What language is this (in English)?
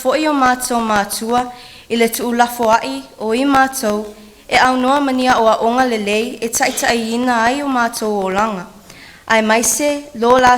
Samoan